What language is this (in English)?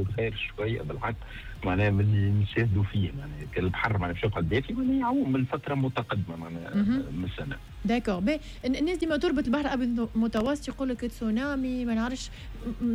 Tunisian Arabic